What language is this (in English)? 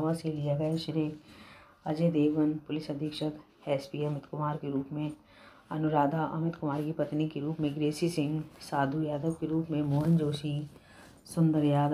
Hindi